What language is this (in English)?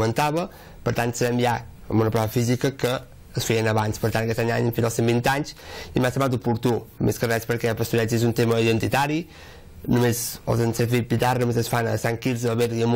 Catalan